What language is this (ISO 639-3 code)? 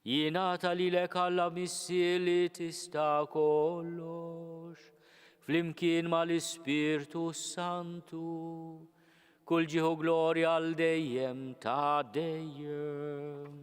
mlt